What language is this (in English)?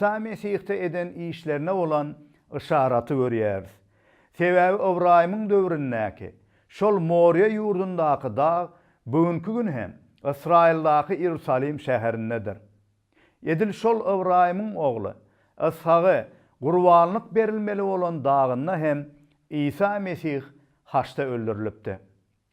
Turkmen